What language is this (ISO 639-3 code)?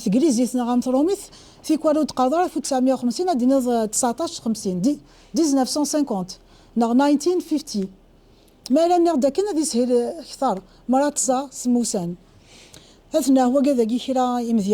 kab